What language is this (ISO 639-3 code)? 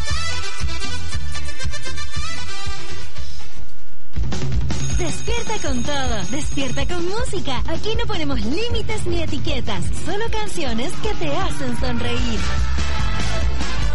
spa